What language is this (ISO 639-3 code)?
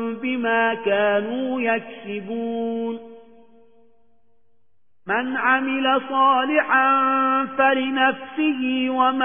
ara